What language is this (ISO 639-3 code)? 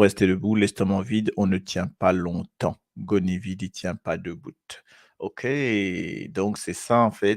mfe